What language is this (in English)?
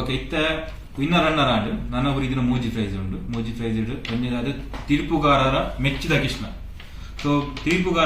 Tulu